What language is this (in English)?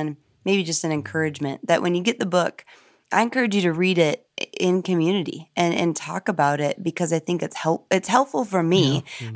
English